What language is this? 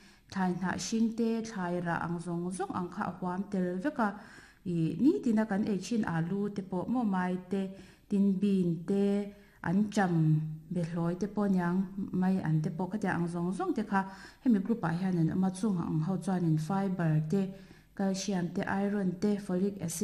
Mizo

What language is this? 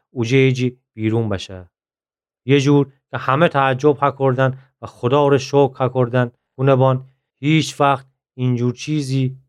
Gilaki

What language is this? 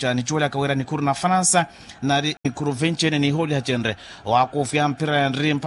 Makhuwa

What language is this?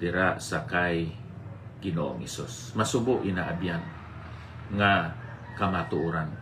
Hiligaynon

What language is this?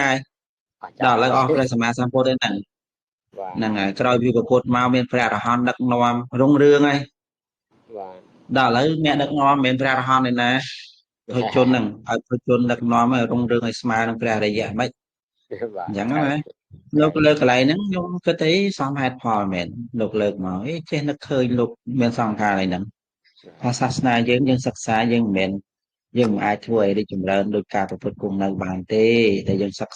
Khmer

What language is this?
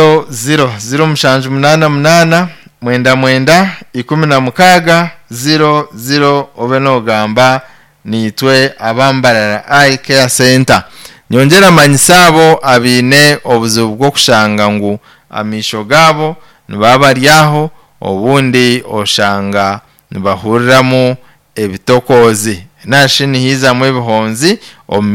Nyankole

